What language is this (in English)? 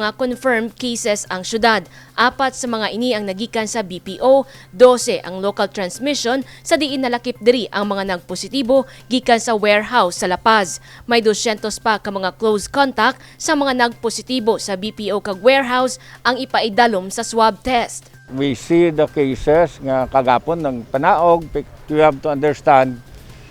Hiligaynon